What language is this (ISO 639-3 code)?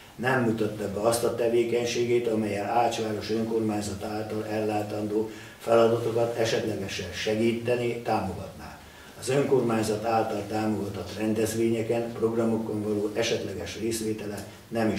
hun